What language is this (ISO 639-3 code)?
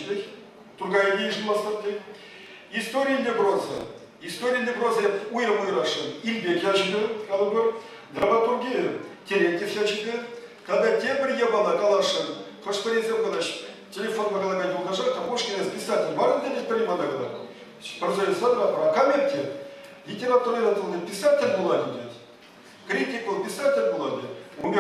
chv